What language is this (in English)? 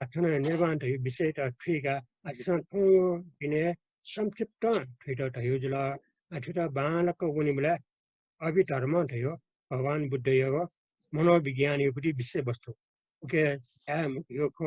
Newari